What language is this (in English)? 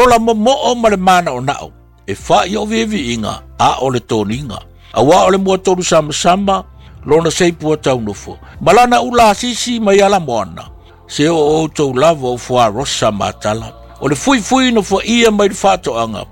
Samoan